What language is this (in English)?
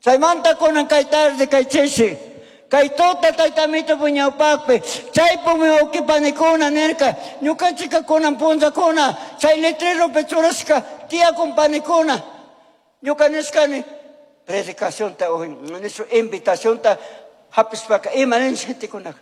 Chimborazo Highland Quichua